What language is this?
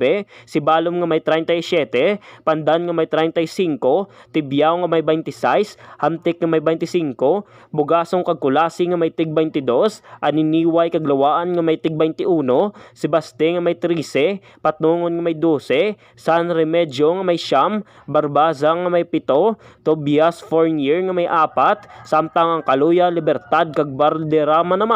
Hiligaynon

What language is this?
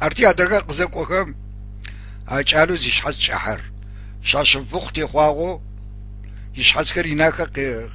Adyghe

